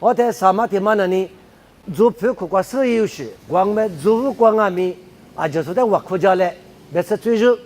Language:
Lisu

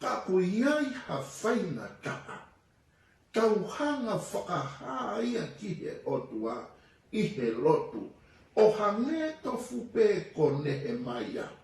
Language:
Tongan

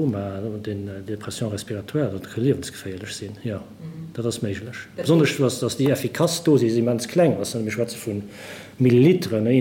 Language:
Luxembourgish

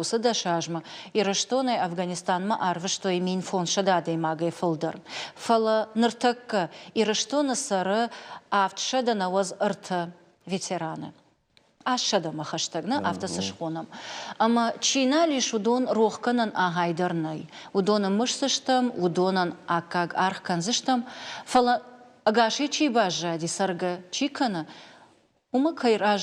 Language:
Ossetic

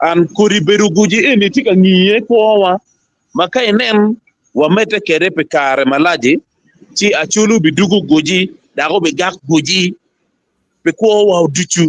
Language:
Acoli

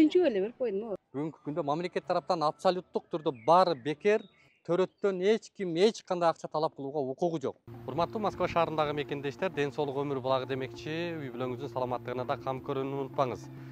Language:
Kyrgyz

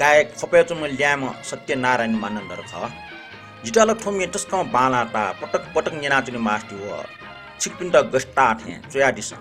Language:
Newari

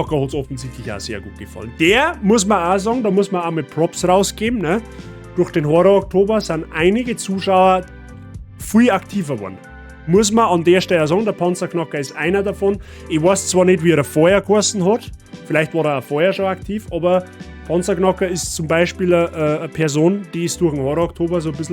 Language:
Bavarian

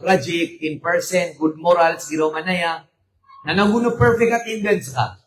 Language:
Maranao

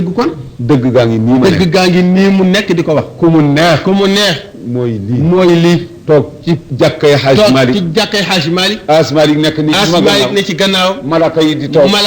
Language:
Wolof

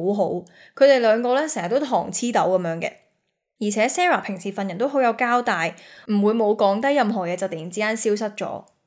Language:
Cantonese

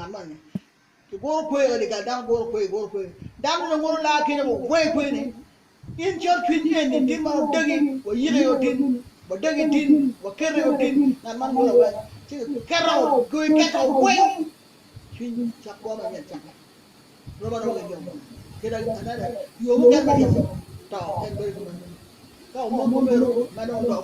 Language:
Acoli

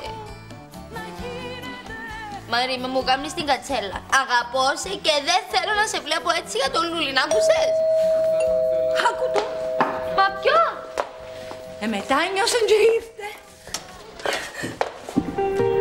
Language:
Greek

